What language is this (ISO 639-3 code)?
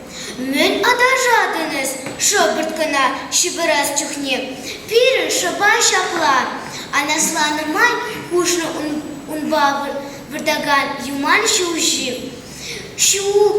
chv